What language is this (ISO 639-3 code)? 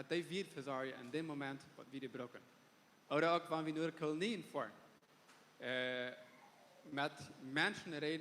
pdt